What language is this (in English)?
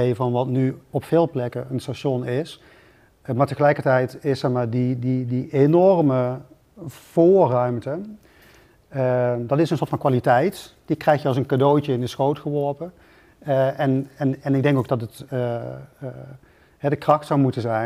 Dutch